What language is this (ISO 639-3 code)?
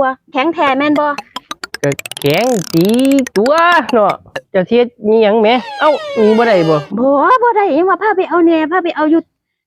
tts